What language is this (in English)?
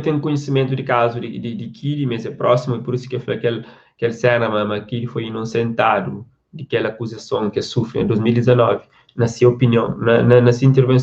Kabuverdianu